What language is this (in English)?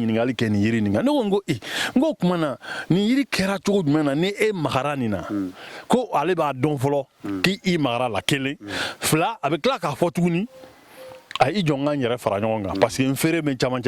Bambara